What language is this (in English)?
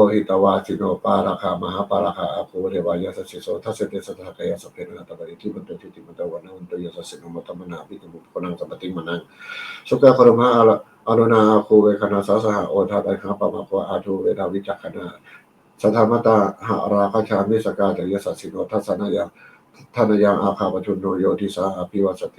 Pali